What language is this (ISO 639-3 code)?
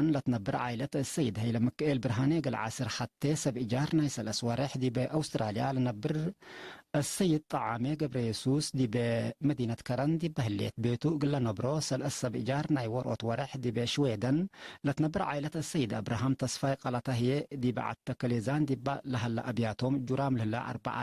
tig